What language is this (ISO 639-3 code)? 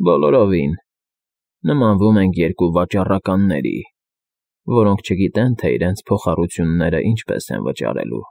hye